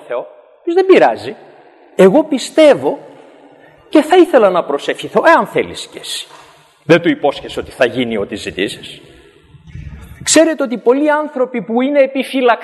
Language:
Greek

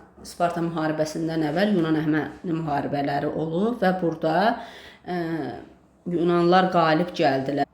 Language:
Azerbaijani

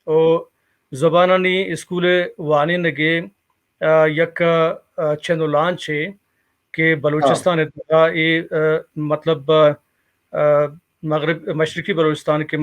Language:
Baluchi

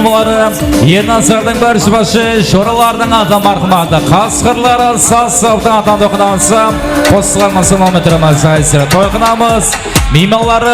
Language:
Kara-Kalpak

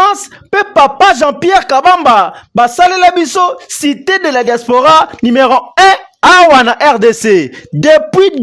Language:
Lingala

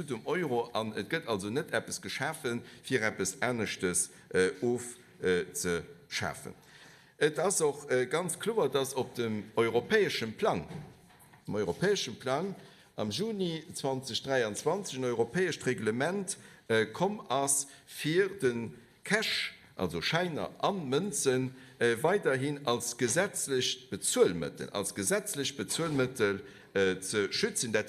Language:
Luxembourgish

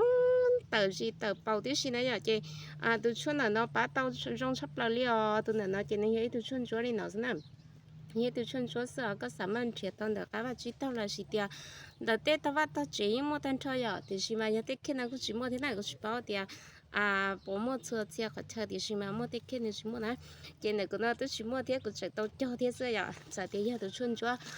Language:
Hmong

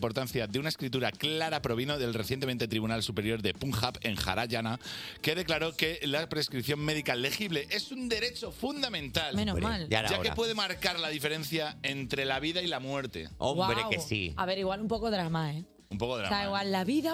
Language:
Spanish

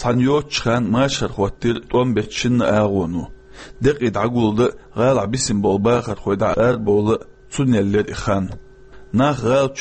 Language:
Chechen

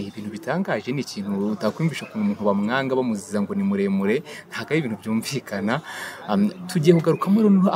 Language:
Kinyarwanda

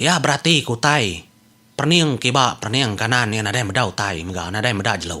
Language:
Iban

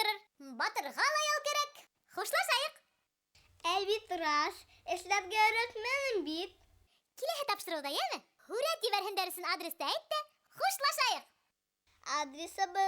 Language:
Bashkir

